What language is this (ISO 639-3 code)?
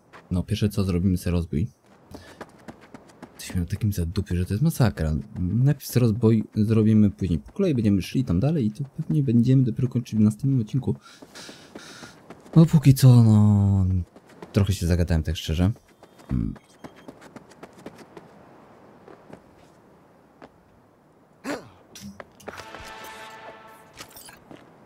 pol